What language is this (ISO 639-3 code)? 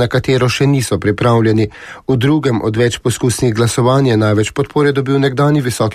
slv